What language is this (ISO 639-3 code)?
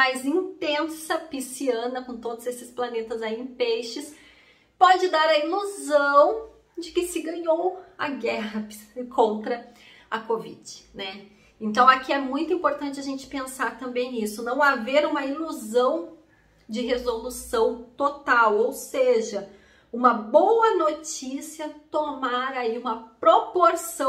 por